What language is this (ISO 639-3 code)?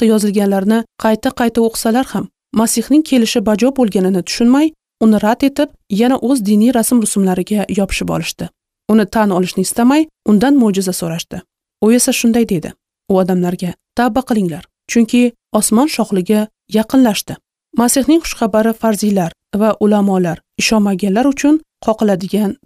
uzb